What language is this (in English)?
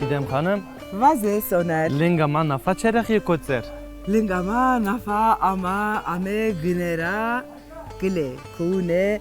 Zaza